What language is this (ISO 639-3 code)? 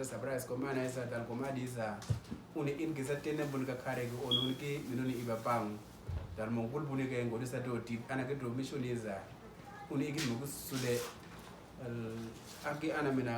udu